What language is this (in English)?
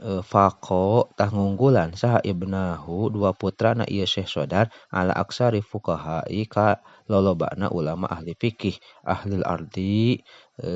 Sundanese